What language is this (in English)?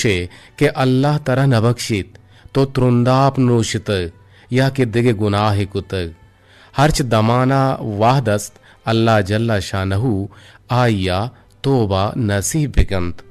Eastern Balochi